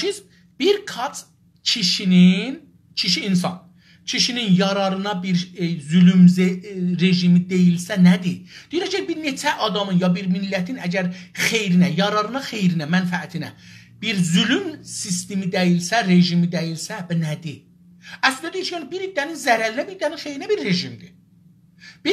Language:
South Azerbaijani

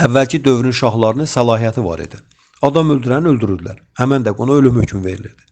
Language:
Azerbaijani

